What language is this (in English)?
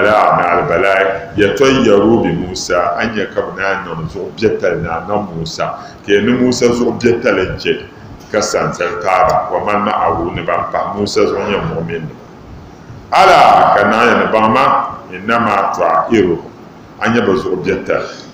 Dagbani